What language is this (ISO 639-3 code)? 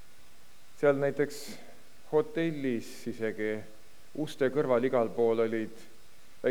est